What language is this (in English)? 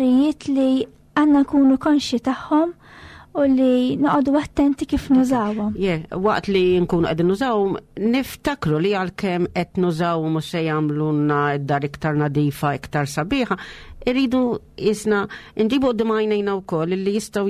Maltese